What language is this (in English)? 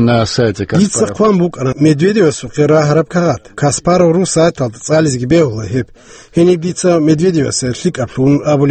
Avaric